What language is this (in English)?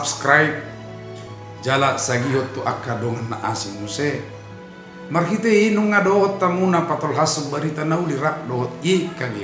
Batak Toba